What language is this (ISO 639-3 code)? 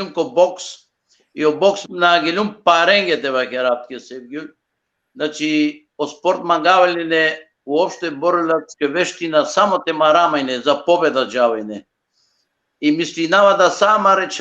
rmn